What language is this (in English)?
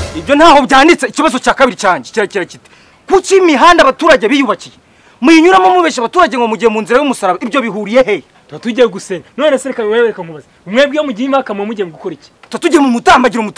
Kinyarwanda